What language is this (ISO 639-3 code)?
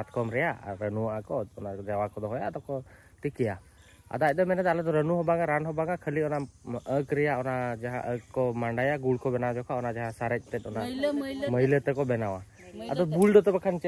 sat